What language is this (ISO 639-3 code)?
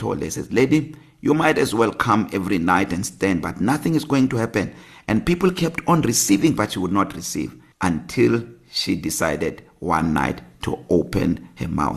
eng